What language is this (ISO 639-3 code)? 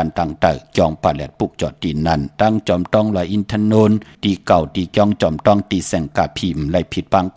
shn